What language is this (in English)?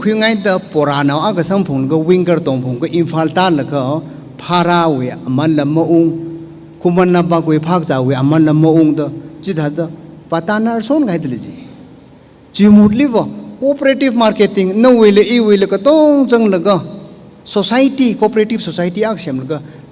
Tangkhul Naga (India)